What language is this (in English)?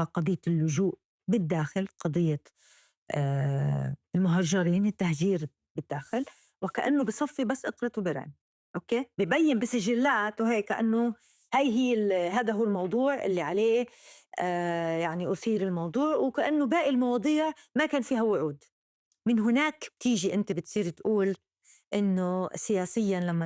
North Levantine Arabic